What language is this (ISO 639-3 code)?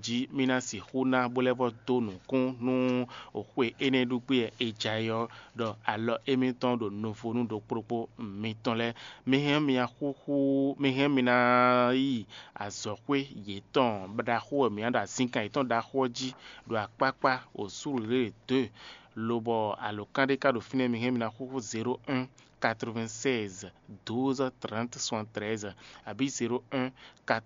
fon